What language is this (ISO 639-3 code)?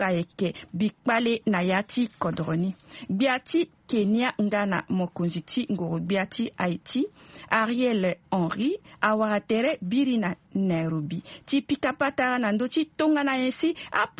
sag